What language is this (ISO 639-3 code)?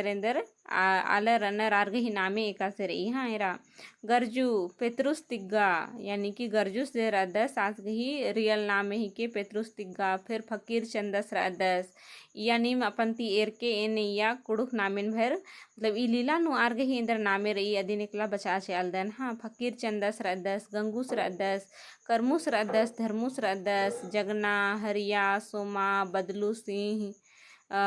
kru